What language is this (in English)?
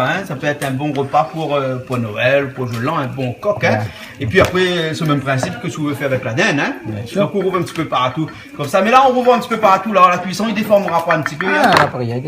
Réunion Creole French